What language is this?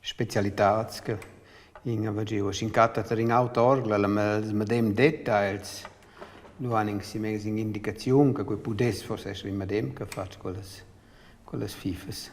Romansh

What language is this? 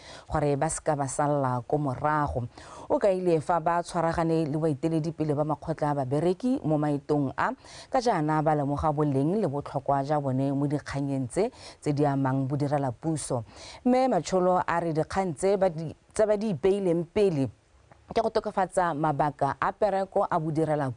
Tswana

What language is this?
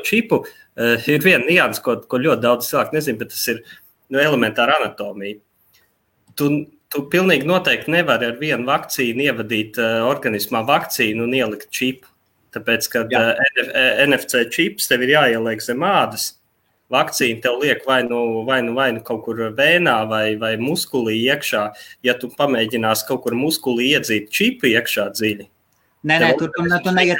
Latvian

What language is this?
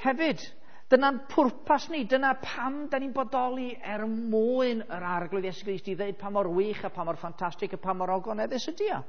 Welsh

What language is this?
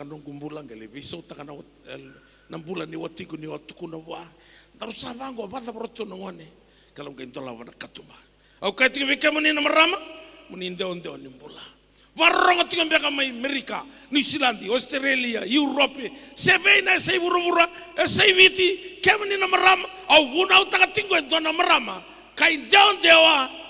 Fijian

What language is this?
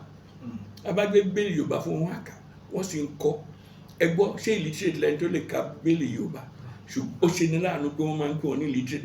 Yoruba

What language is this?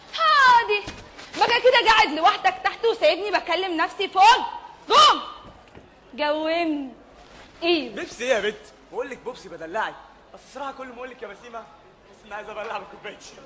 Egyptian Arabic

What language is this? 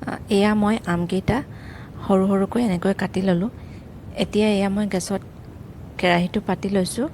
Assamese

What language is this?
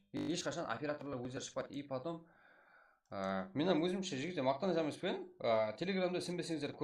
Kara-Kalpak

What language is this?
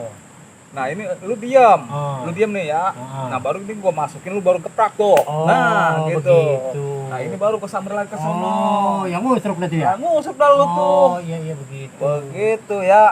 Betawi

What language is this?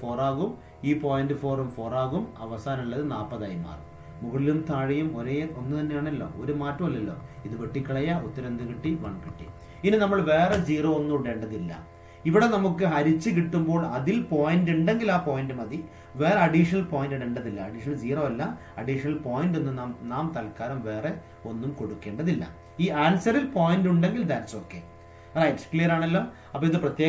Malayalam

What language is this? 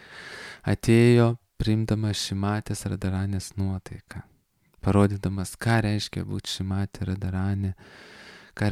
Lithuanian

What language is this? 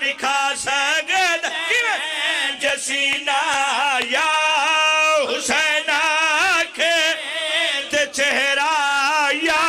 Pahari-Potwari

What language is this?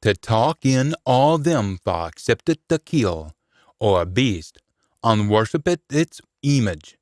Scots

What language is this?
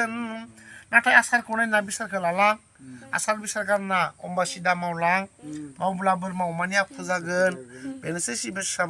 Bodo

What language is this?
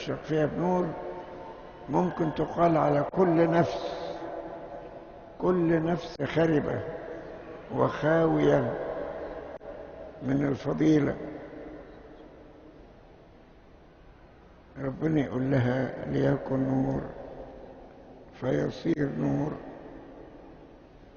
Egyptian Arabic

